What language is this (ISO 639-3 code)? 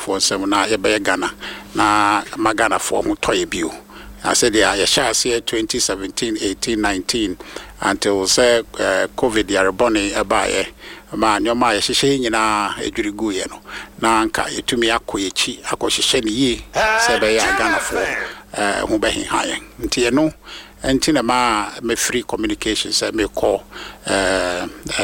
aka